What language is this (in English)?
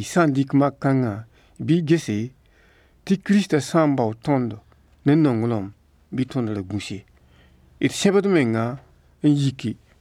Mossi